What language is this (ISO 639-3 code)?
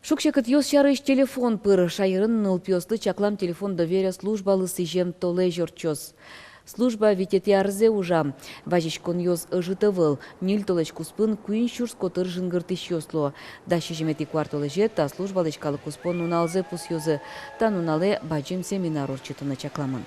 udm